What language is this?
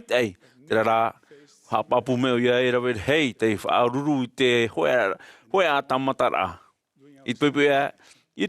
Tahitian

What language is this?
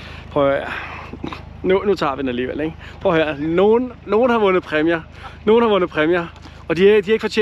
Danish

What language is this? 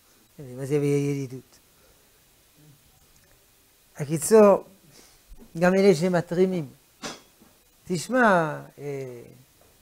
Hebrew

